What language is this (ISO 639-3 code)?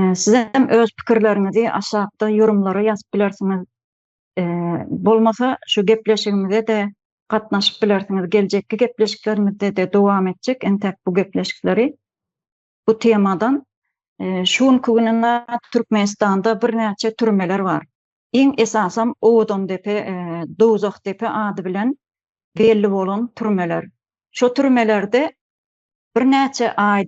tuk